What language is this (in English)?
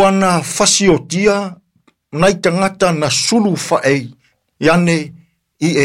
Samoan